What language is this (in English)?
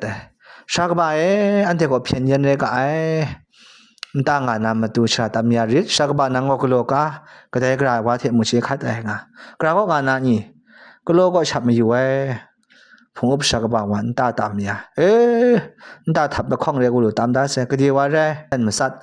Kachin